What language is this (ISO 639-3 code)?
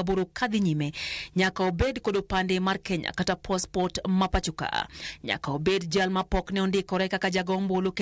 luo